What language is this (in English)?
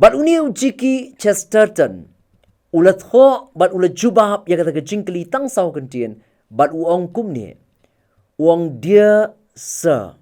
Khasi